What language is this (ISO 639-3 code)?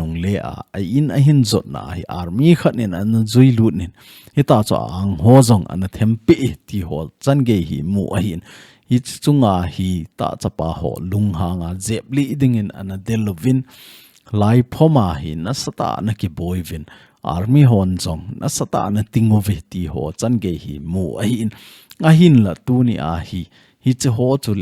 tcz